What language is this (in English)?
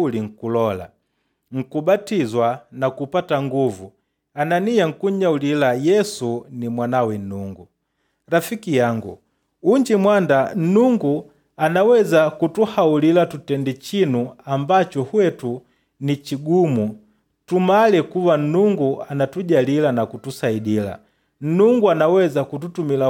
Makonde